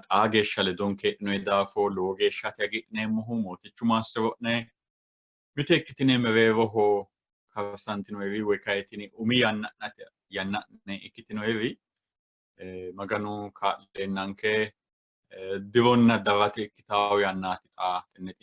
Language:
Sidamo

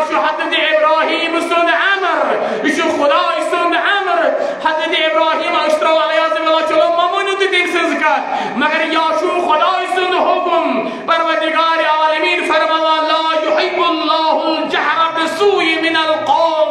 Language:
Kashmiri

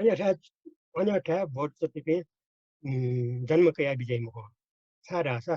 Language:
Newari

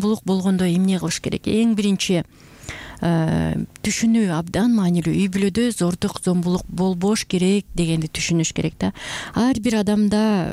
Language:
Kyrgyz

